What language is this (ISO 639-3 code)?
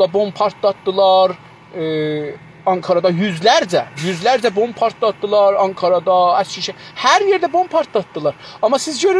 azb